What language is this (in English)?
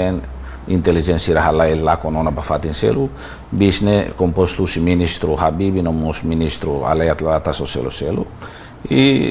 Tetum